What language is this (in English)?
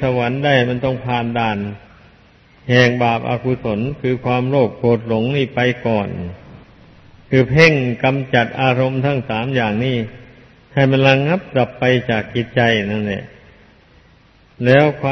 Thai